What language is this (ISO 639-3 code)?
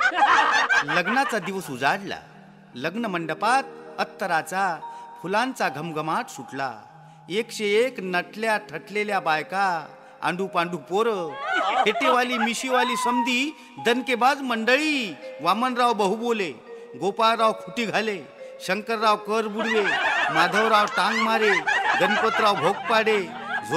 mar